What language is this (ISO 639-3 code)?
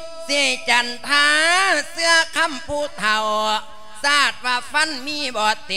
lao